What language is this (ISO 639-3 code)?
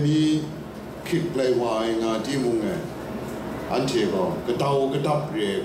kac